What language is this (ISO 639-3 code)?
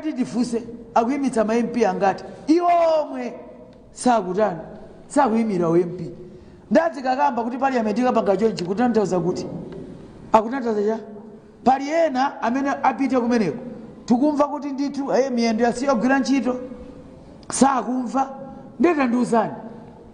nya